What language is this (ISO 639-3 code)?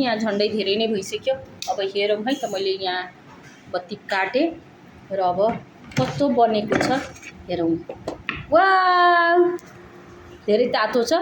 nep